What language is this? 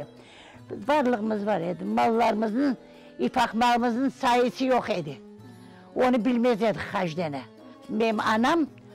Crimean Tatar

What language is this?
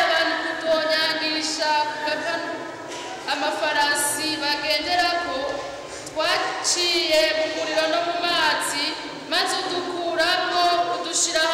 Rundi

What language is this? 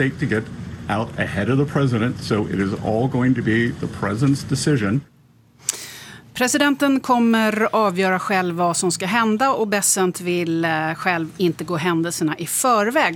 Swedish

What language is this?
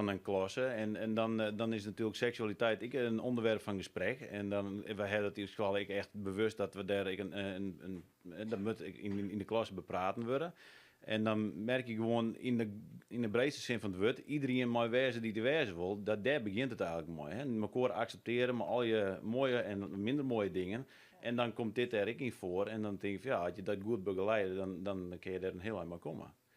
Western Frisian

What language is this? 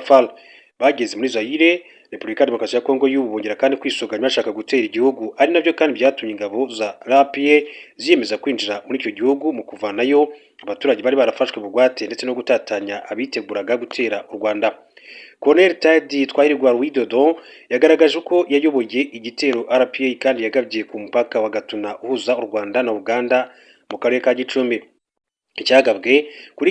Kinyarwanda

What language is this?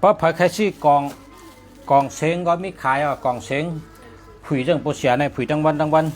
Shan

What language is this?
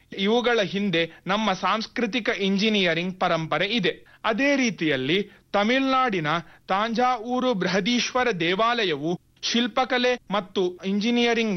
Kannada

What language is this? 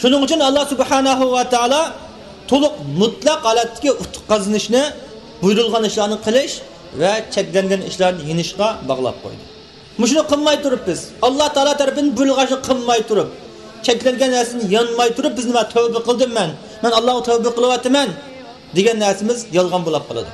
Uyghur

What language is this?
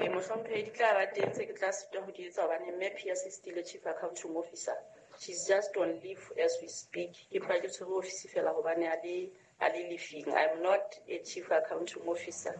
Southern Sotho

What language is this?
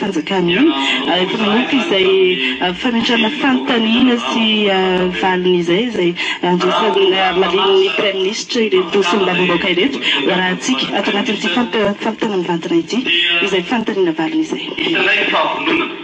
Malagasy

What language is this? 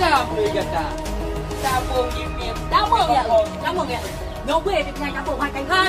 Achinese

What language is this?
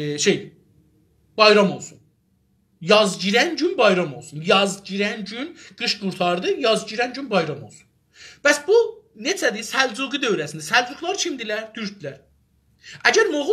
South Azerbaijani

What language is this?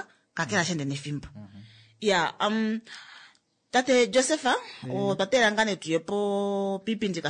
Kuanyama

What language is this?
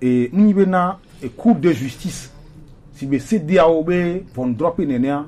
Gen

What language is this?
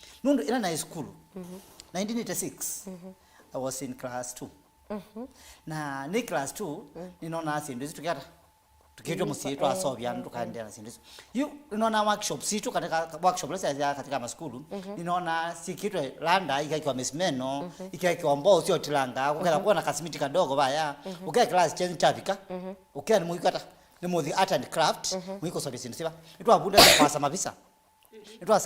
Kamba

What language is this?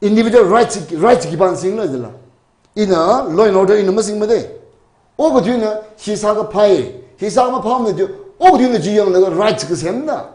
Tangkhul Naga (India)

